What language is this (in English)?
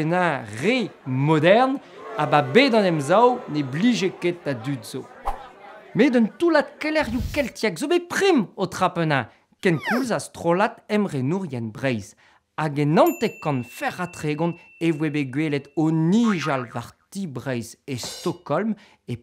Breton